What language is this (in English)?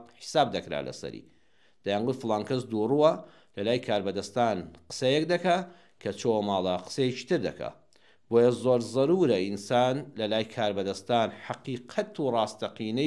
Central Kurdish